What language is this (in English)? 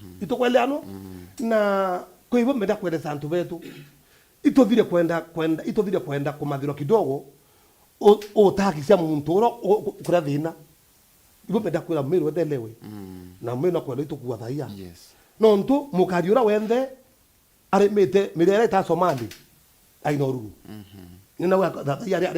Meru